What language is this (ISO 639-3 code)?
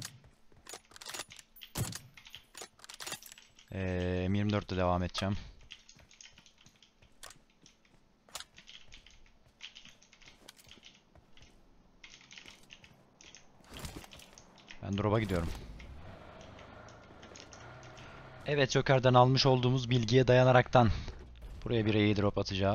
tur